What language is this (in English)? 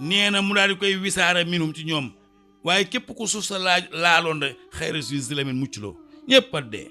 Wolof